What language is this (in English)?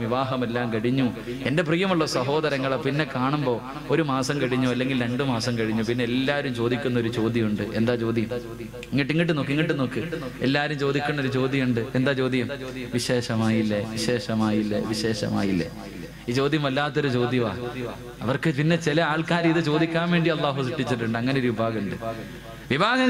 Malayalam